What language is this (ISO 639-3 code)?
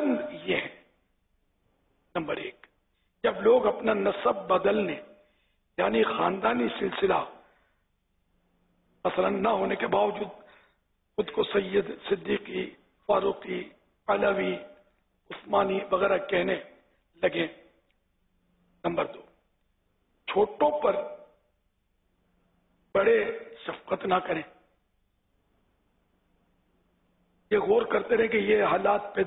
urd